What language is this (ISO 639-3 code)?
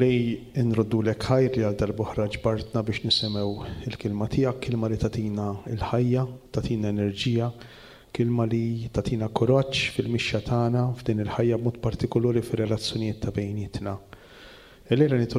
mlt